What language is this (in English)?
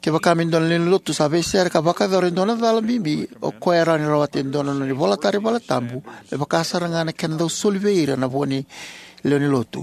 Fijian